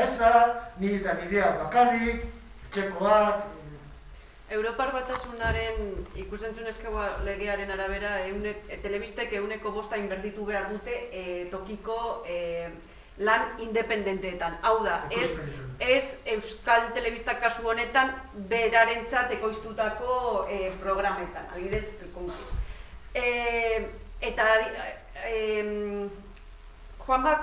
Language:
Basque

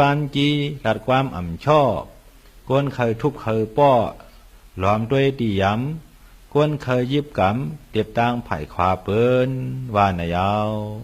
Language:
Shan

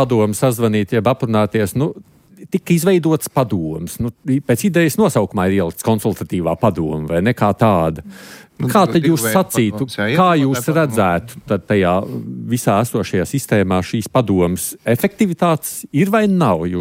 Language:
Latvian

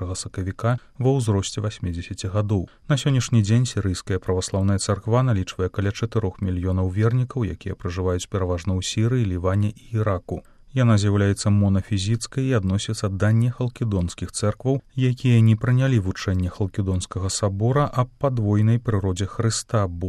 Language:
Belarusian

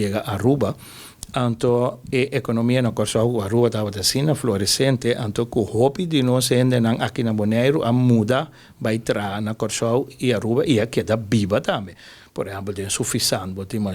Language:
Papiamento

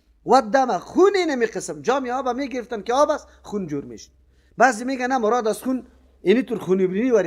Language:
Persian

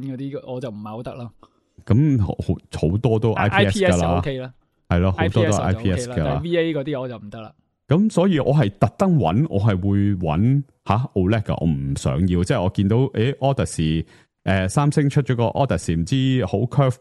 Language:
Cantonese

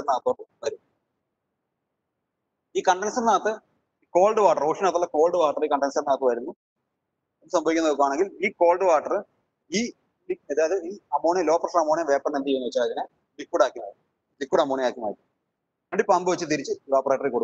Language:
Malayalam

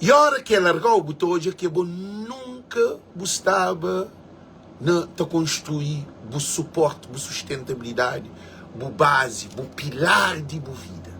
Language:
Kabuverdianu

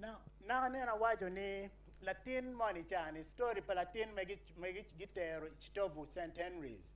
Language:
Acoli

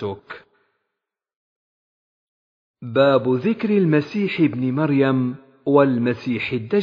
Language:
Arabic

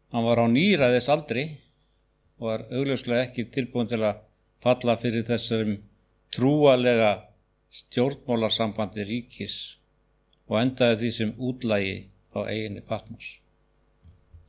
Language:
Icelandic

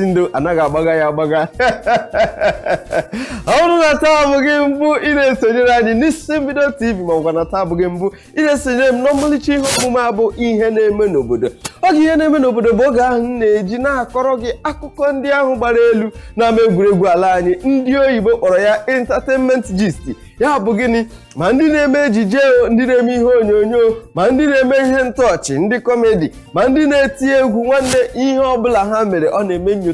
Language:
Igbo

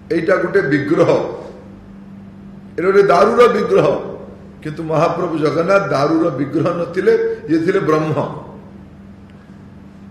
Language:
Odia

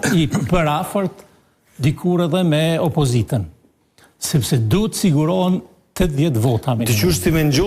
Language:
Albanian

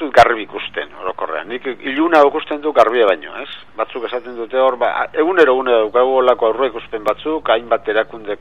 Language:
Basque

